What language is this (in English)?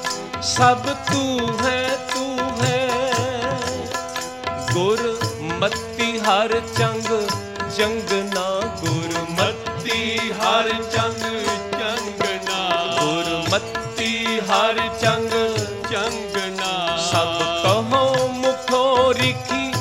Punjabi